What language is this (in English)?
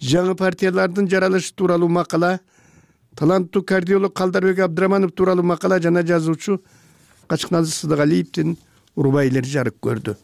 Kyrgyz